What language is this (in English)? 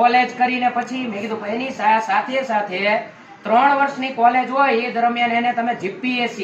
Gujarati